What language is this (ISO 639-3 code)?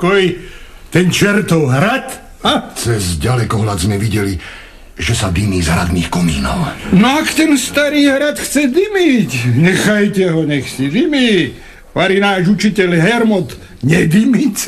slk